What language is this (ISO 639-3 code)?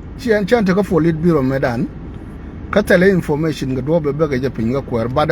nus